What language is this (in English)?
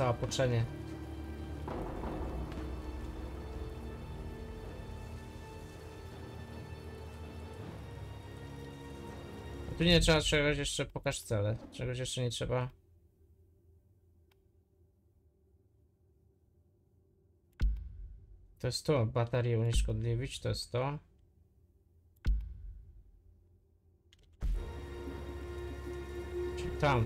Polish